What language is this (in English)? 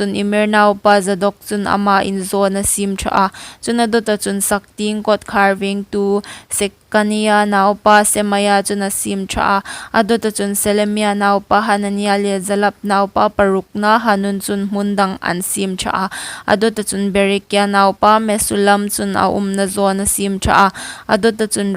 Hmar